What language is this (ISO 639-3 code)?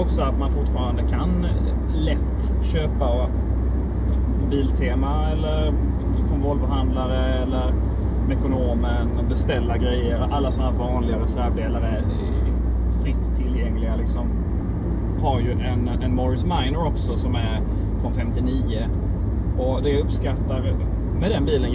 swe